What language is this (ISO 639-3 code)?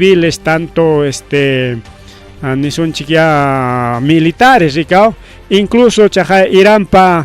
quy